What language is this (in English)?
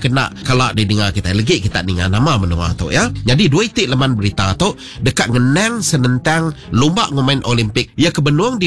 Iban